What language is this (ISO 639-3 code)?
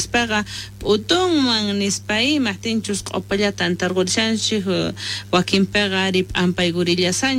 quh